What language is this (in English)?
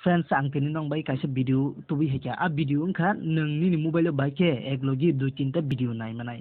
Kok Borok